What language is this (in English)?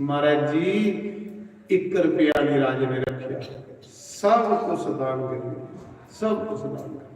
Dogri